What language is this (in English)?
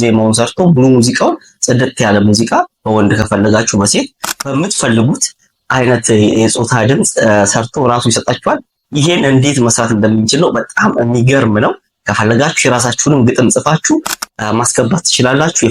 Amharic